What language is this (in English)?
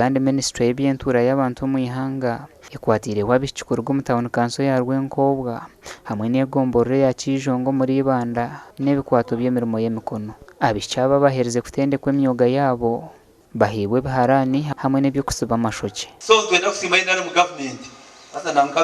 Nyankole